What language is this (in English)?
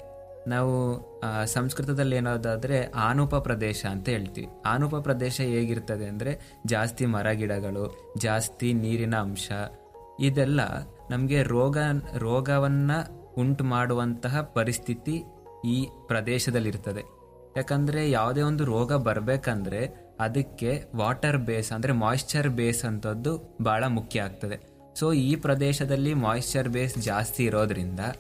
Kannada